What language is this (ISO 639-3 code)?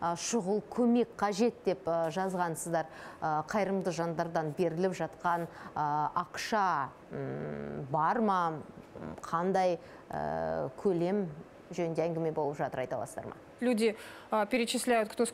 kaz